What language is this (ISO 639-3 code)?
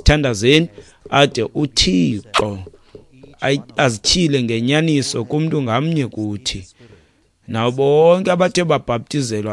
xho